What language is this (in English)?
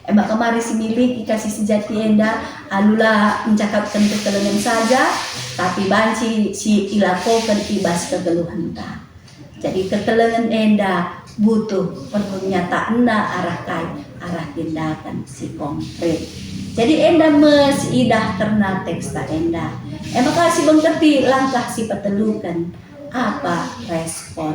Batak Karo